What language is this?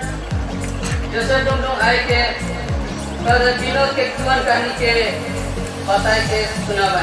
Sadri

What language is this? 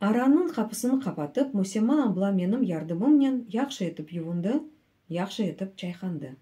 Crimean Tatar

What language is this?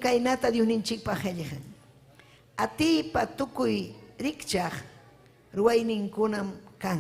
Ayacucho Quechua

